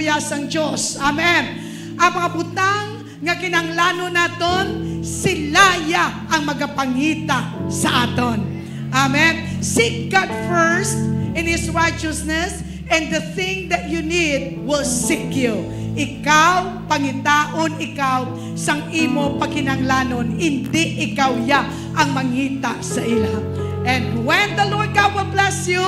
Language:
Hiligaynon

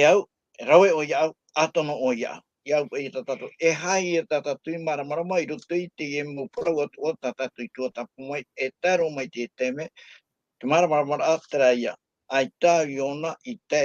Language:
Tahitian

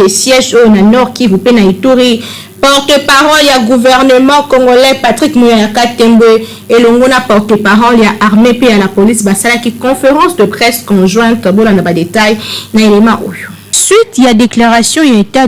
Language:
Lingala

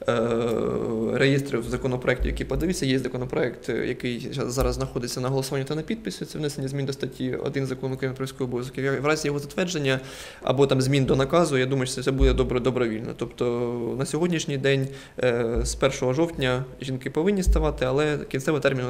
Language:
Ukrainian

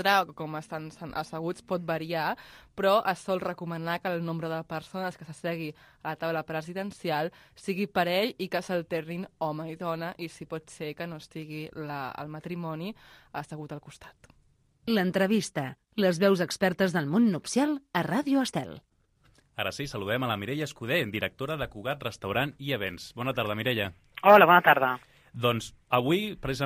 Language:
Catalan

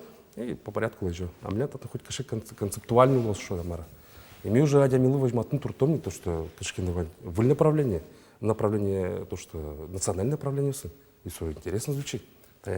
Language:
Udmurt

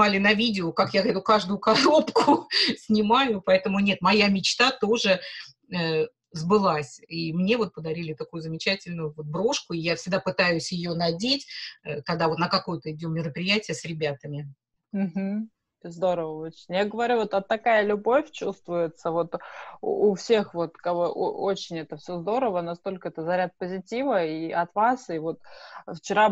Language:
Russian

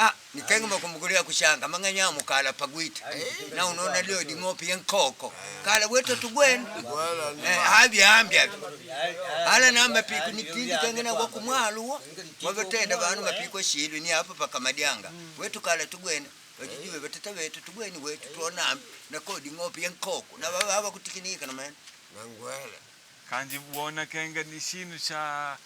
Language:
Makonde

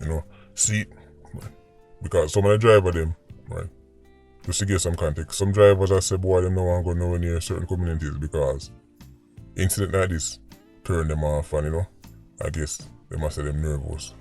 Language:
Jamaican Creole English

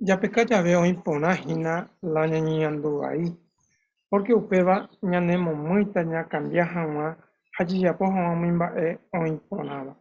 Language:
Guarani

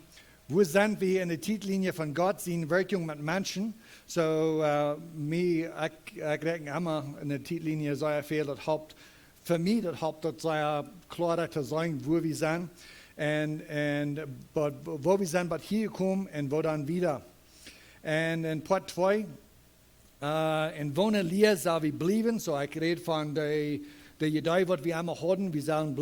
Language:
Plautdietsch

